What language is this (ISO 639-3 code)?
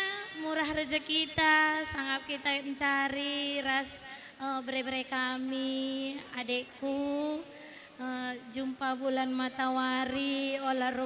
btx